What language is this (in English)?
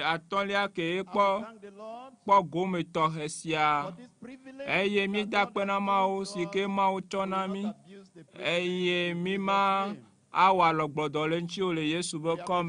Ewe